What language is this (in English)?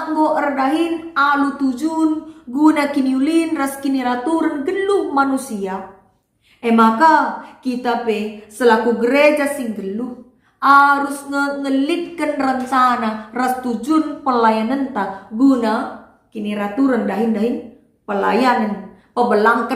Batak Karo